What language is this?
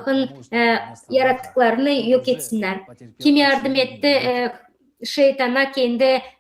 Gagauz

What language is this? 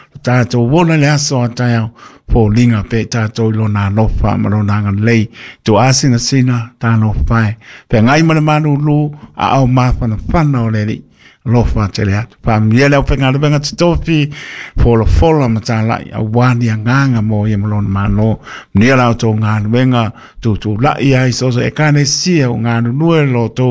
Samoan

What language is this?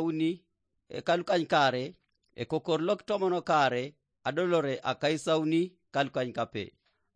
Teso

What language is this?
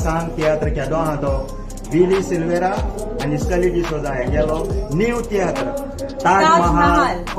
Konkani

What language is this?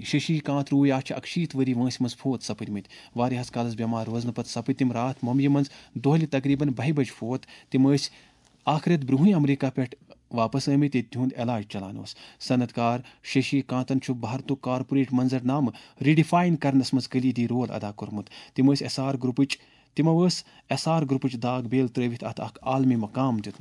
Kashmiri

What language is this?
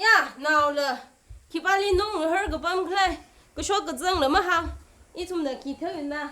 Tangkhul Naga (India)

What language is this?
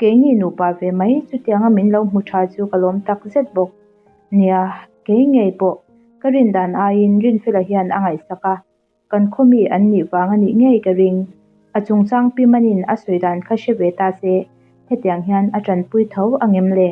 Mizo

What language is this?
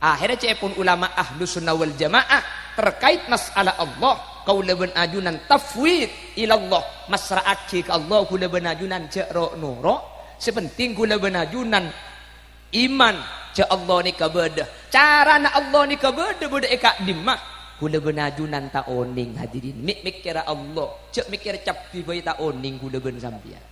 Madurese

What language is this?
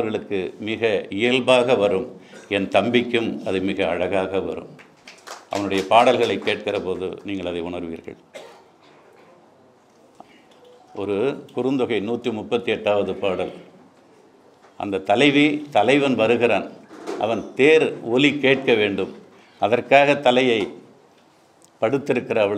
Tamil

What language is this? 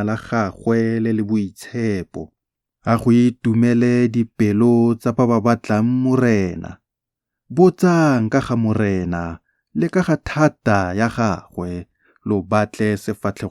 Tswana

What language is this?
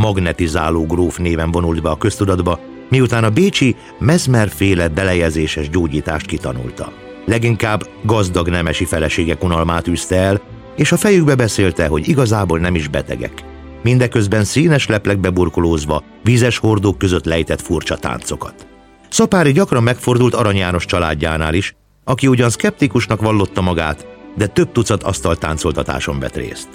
Hungarian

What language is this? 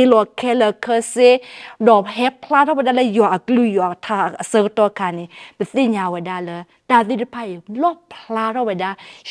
S'gaw Karen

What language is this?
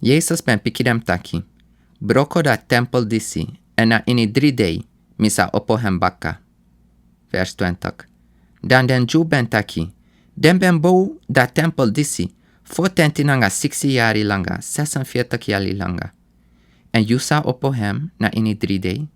Sranan Tongo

